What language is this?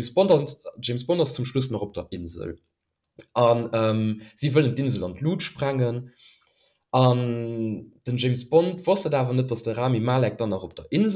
Luxembourgish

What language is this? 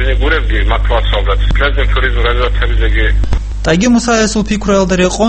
Avaric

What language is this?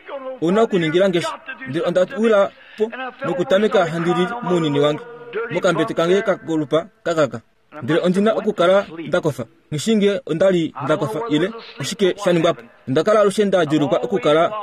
Kuanyama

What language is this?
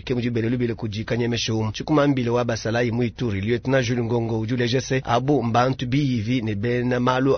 Luba-Lulua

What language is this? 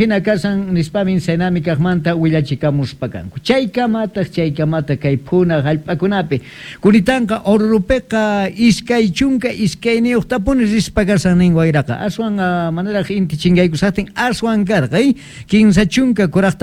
South Bolivian Quechua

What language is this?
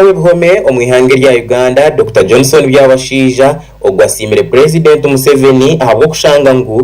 Nyankole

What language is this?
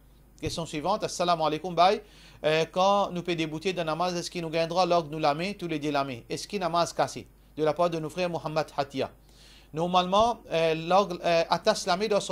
Morisyen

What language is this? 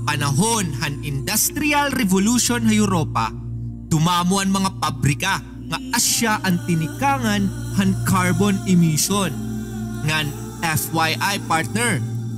Waray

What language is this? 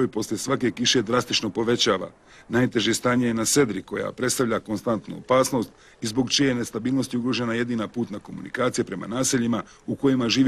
Bosnian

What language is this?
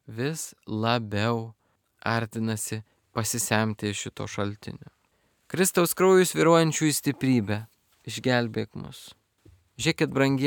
Lithuanian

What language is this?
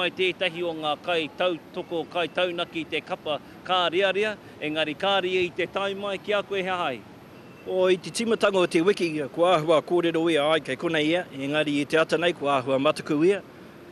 Māori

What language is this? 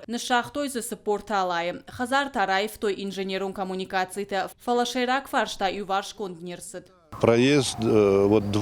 Ossetic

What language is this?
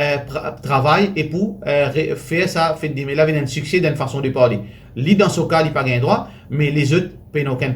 Morisyen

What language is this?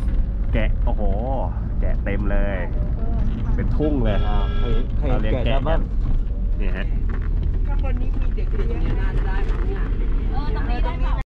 Thai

